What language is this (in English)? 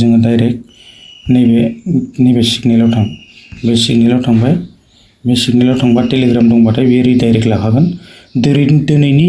Bodo